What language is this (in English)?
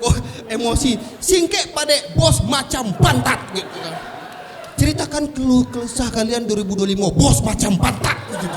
Minangkabau